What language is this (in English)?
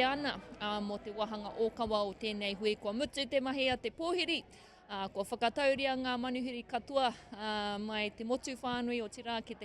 Māori